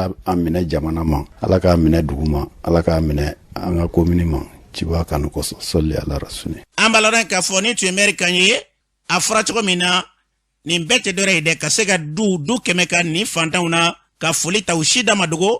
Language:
Bambara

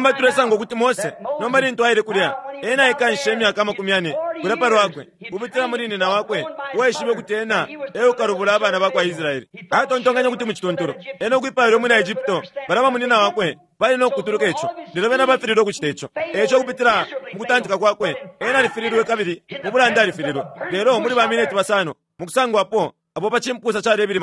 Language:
Bemba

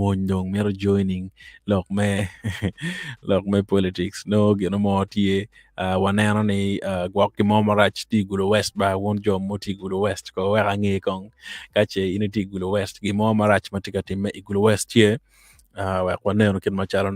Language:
Acoli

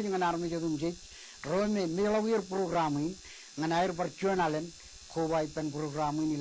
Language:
Marshallese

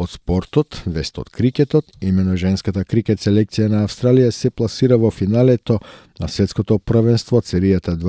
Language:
Macedonian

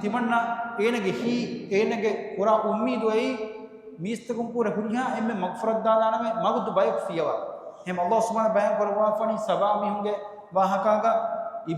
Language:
Divehi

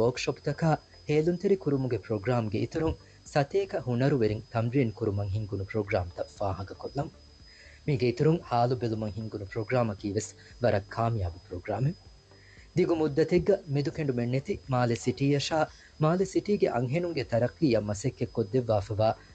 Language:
Divehi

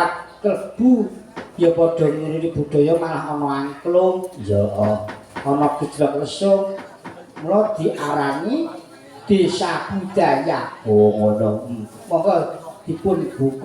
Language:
Javanese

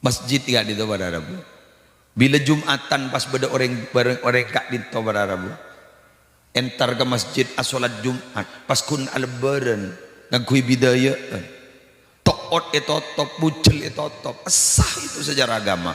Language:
Madurese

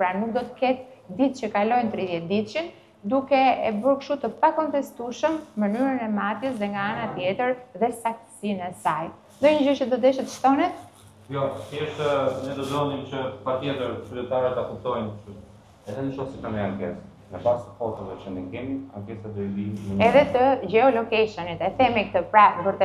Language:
Albanian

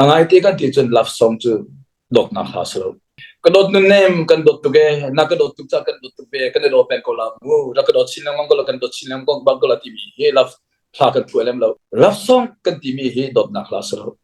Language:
Hakha Chin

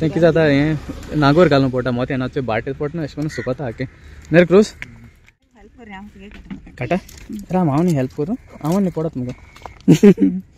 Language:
Konkani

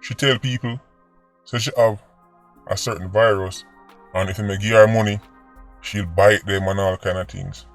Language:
Jamaican Creole English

